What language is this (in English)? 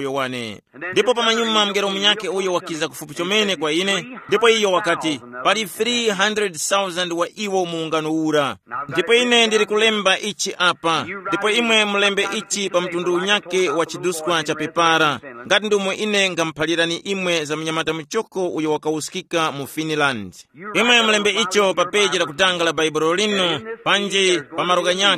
Tumbuka